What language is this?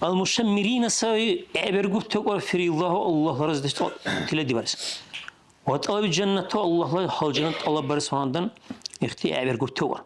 Dargwa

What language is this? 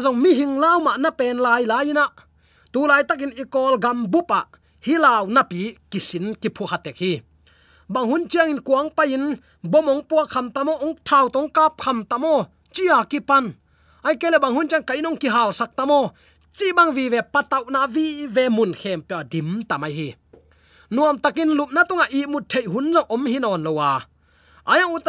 Tedim Chin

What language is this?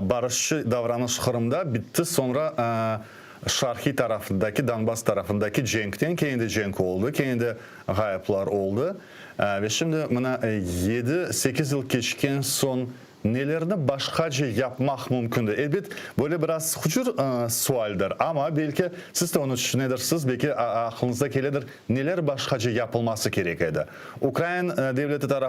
Crimean Tatar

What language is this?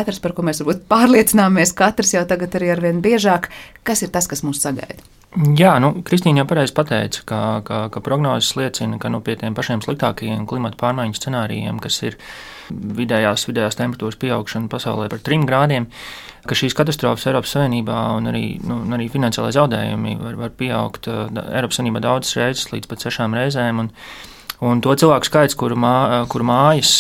Latvian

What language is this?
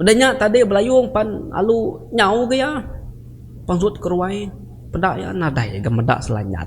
Iban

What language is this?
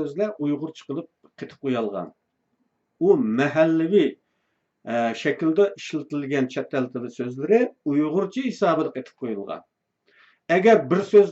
Uyghur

